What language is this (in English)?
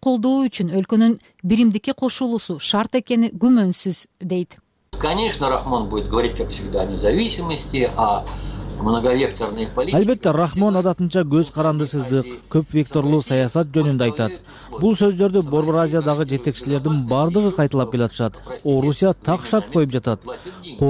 Kyrgyz